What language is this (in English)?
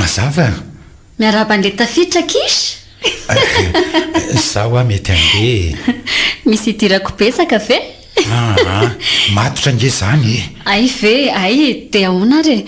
Malagasy